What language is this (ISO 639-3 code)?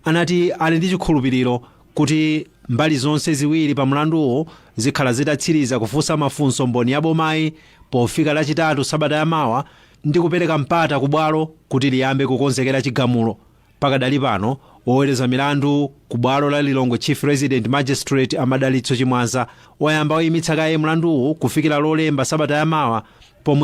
nya